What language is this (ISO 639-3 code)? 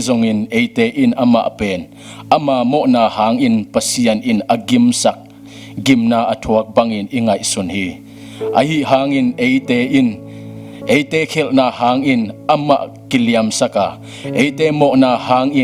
ctd